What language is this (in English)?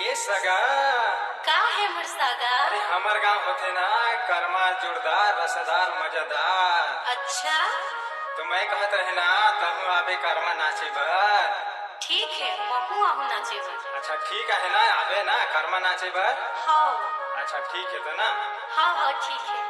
Chhattisgarhi